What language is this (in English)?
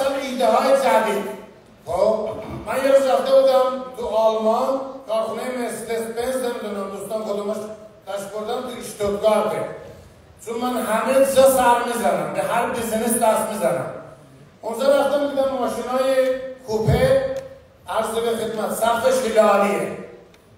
Persian